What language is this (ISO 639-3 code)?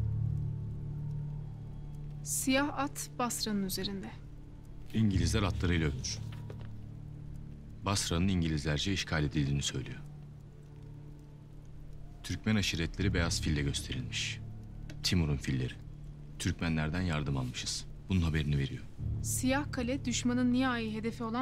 tur